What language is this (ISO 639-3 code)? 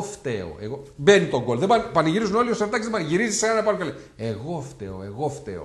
ell